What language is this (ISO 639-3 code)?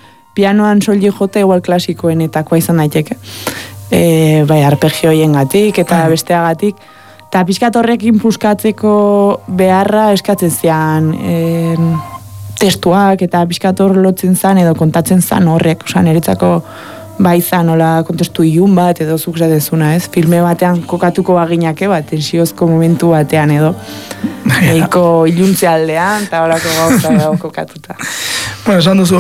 eus